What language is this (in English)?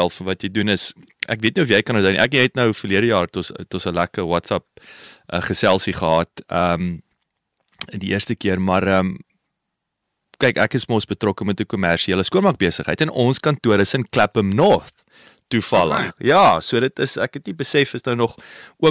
Afrikaans